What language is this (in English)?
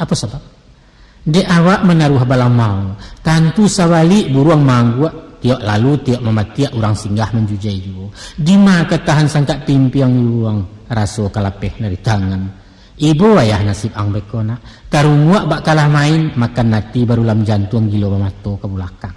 Minangkabau